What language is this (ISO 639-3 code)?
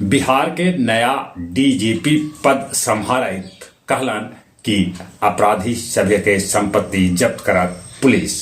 mag